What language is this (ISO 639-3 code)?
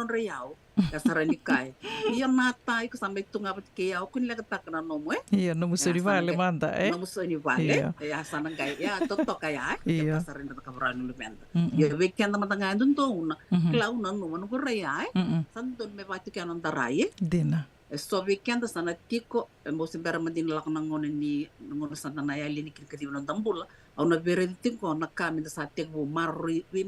fij